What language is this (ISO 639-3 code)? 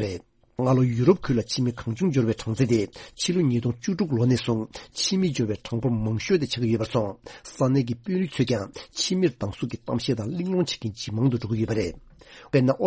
bod